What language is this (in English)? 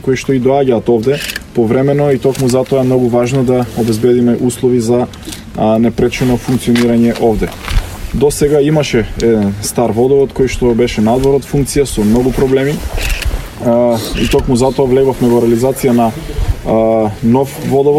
Macedonian